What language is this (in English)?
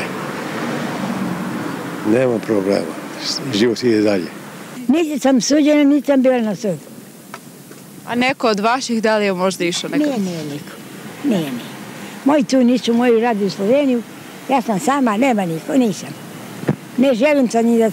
Serbian